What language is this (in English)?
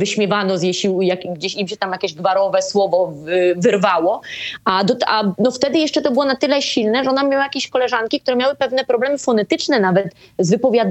Polish